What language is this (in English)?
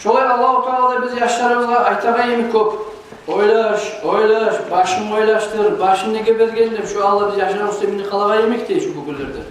Kumyk